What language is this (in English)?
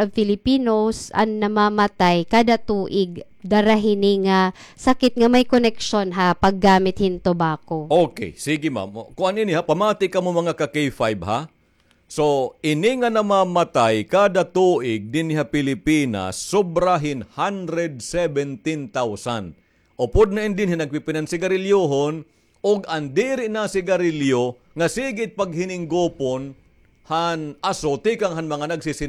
Waray